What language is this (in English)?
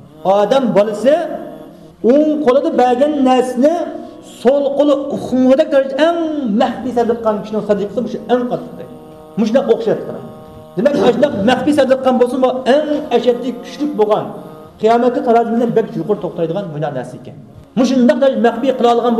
Uyghur